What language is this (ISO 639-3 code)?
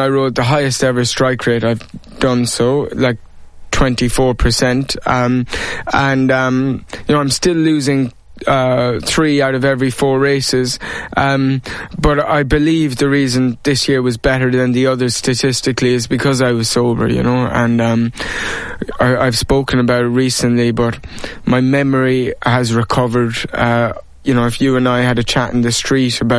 eng